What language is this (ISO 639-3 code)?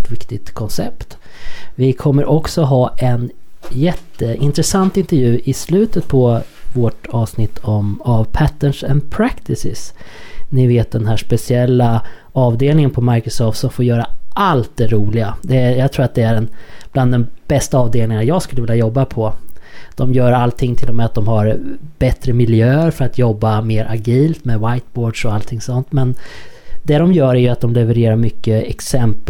swe